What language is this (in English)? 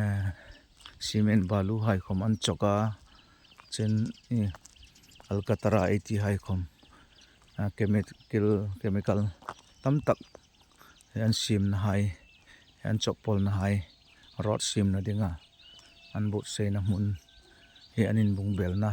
Hmar